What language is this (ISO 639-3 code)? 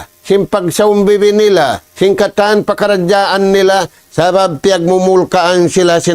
tsg